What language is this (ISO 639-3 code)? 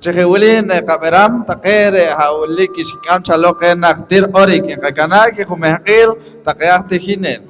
poh